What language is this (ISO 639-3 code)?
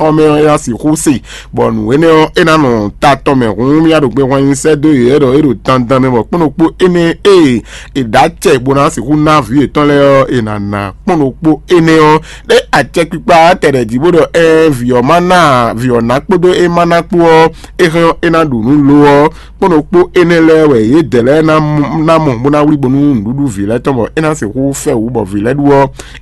fon